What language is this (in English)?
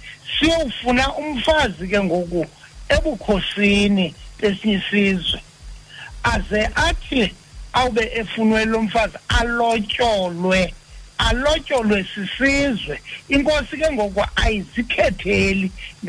Xhosa